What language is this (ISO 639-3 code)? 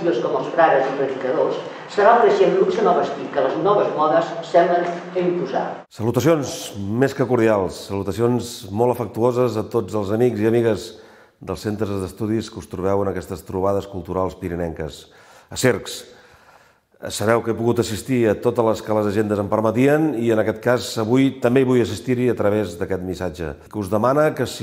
cat